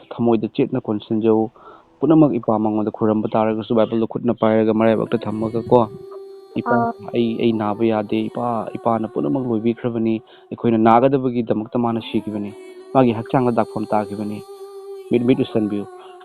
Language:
Manipuri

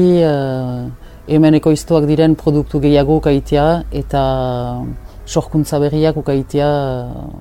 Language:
Basque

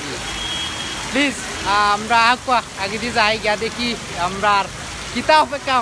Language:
Sylheti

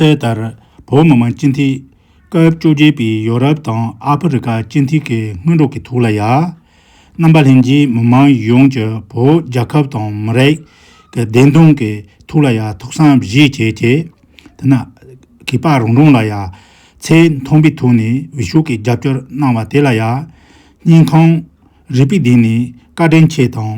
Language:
Tibetan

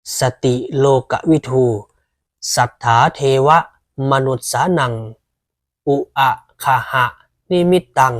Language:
Pali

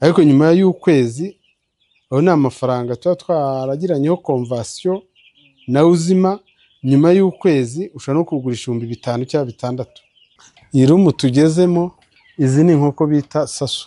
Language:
Kinyarwanda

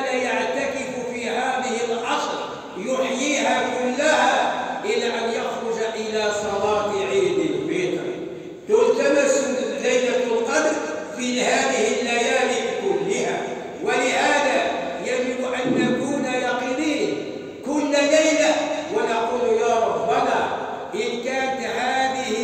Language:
Arabic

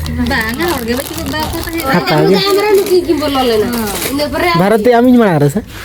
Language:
Santali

